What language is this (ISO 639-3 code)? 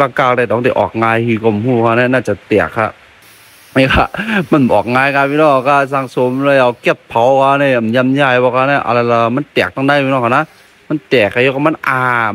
shn